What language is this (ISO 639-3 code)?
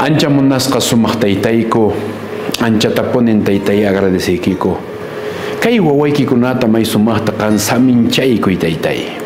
que